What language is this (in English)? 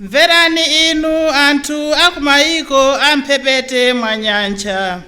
Nyanja